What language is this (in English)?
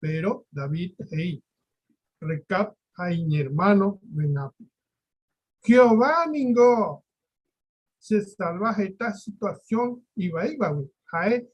Guarani